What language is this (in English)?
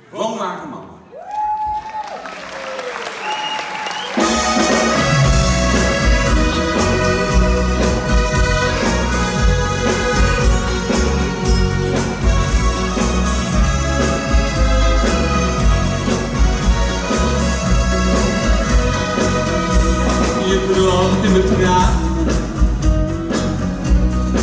Dutch